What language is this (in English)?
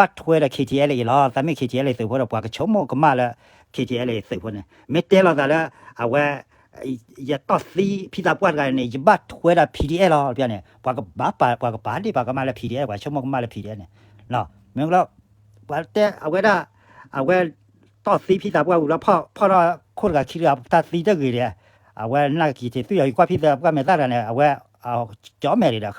S'gaw Karen